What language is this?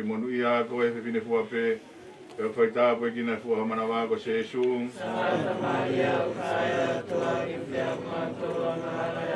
Tongan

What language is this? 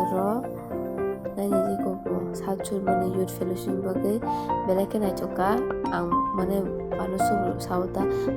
Kok Borok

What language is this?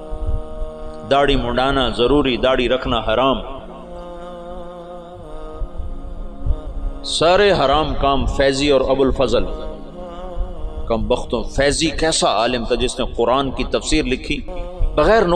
Urdu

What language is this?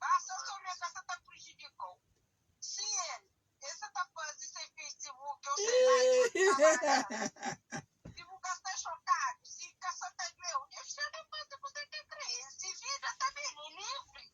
Kabuverdianu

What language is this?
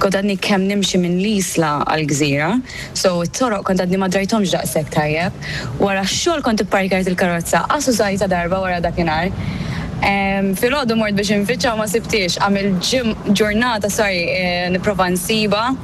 Maltese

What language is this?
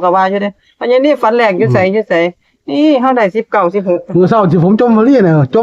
Northeastern Thai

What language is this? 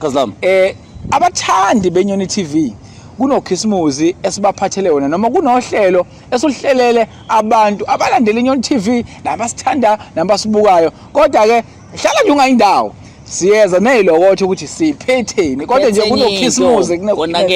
Zulu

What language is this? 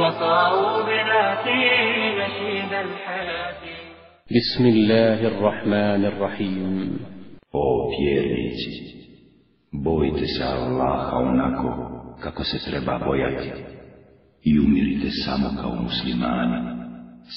Bosnian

